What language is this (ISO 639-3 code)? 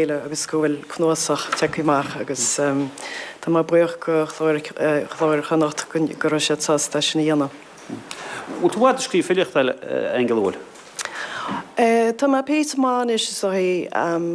gle